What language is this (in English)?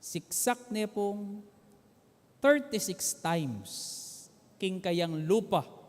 Pampanga